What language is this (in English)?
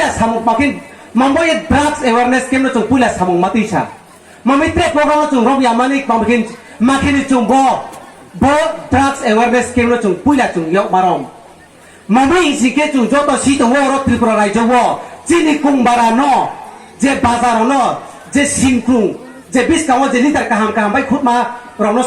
Riang (India)